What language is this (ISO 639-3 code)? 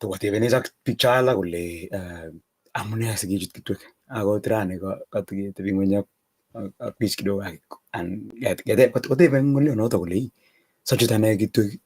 kln